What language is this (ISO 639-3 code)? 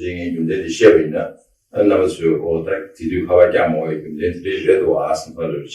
bod